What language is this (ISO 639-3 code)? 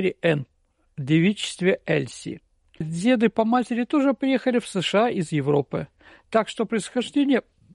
rus